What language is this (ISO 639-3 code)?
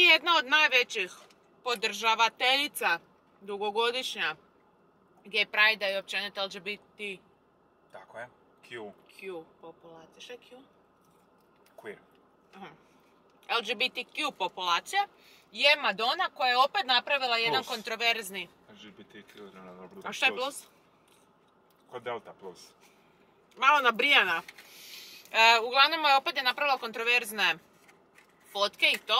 hrv